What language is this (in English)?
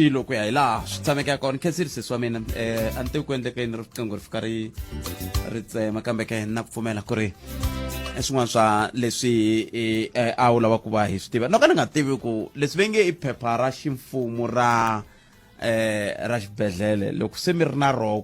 Tsonga